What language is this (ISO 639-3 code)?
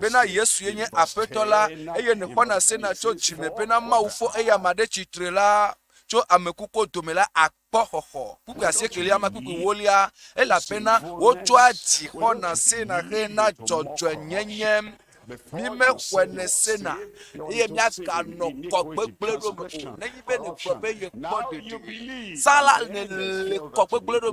ewe